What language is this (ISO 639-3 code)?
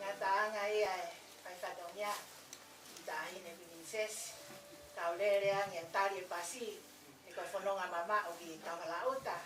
ton